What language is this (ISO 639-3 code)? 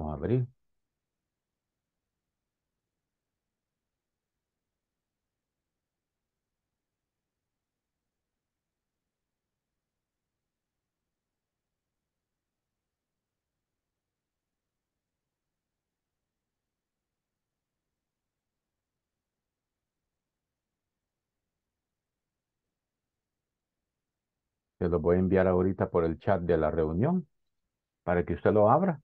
spa